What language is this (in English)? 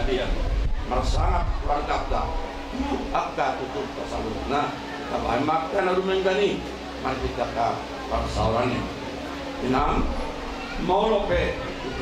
Batak Toba